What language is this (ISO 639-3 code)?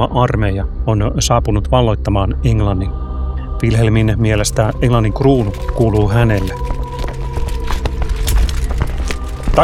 fin